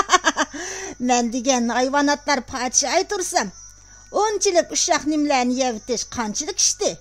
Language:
Uyghur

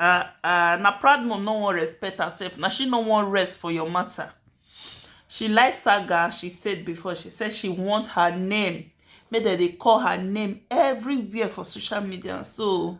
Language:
Nigerian Pidgin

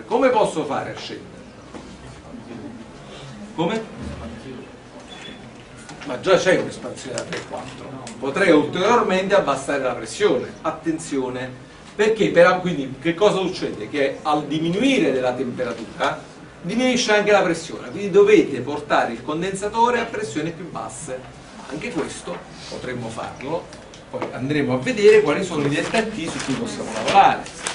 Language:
Italian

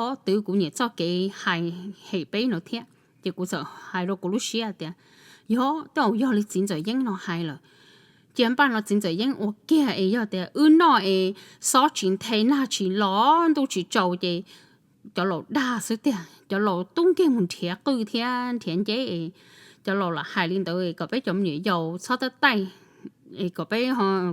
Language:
Hmong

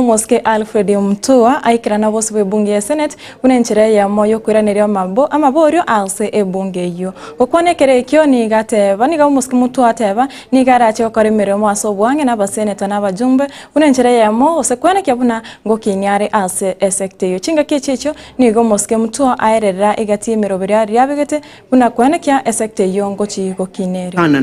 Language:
Gusii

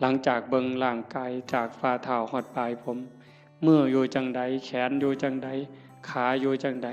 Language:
Northeastern Thai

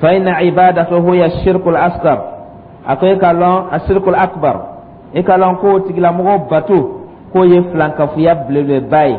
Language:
Dyula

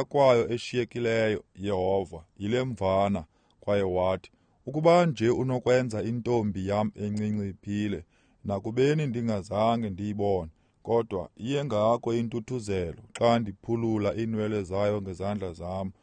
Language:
Xhosa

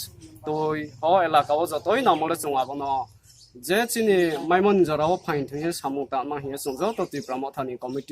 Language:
Riang (India)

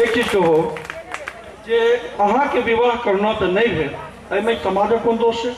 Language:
Maithili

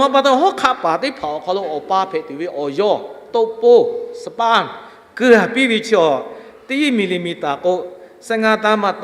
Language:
Lahu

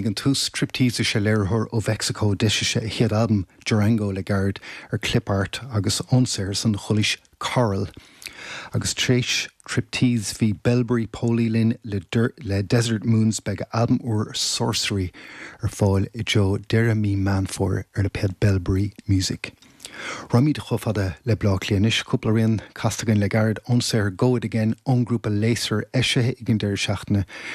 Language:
Irish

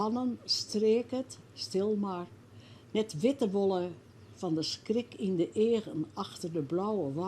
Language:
Western Frisian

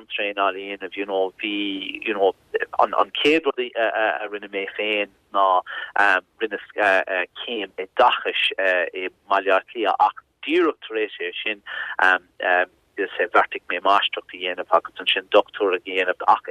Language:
Irish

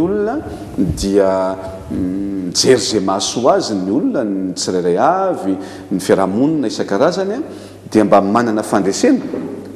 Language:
Malagasy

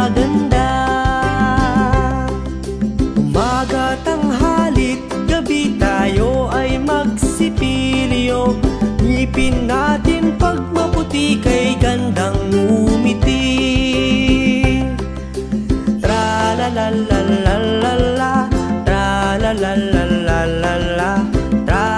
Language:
Bikol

